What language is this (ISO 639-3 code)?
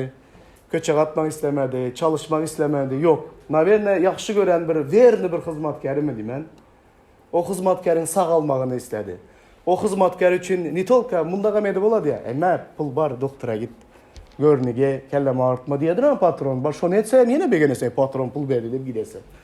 tuk